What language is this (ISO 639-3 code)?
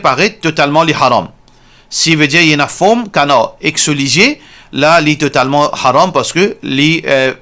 mfe